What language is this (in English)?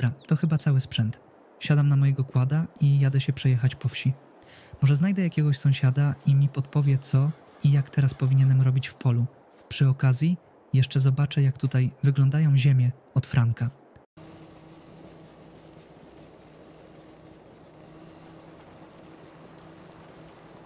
Polish